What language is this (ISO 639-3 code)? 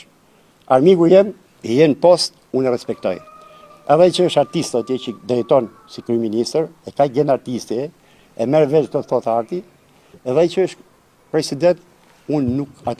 sqi